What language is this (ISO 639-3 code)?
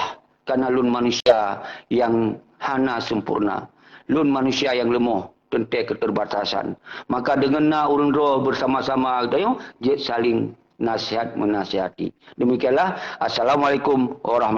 ace